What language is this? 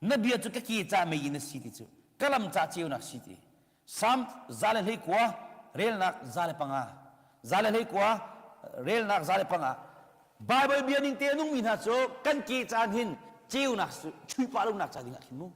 Hakha Chin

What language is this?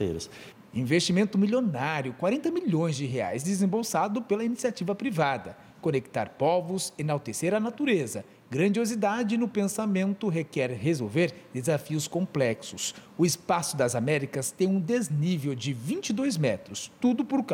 Portuguese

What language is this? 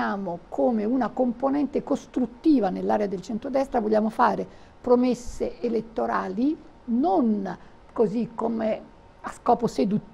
Italian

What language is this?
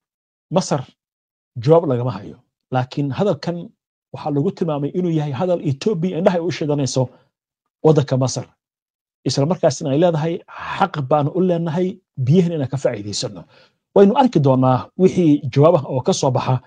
Somali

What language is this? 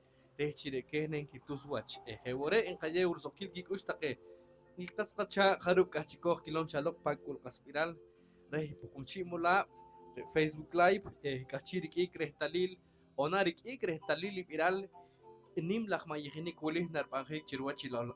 Poqomchi'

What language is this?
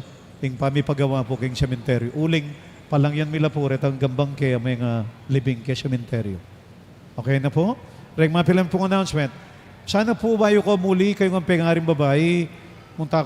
Pampanga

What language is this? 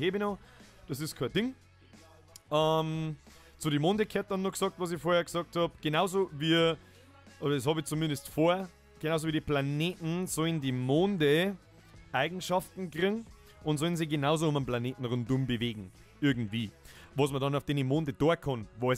Bavarian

